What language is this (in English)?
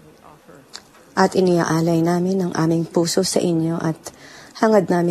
Filipino